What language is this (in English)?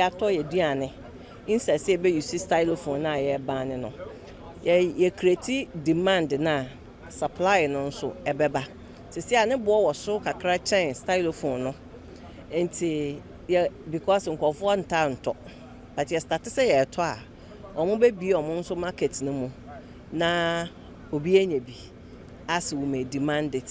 Akan